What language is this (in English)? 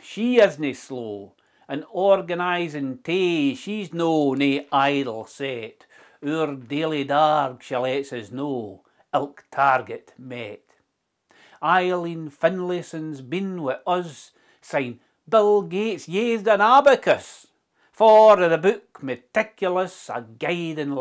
Scots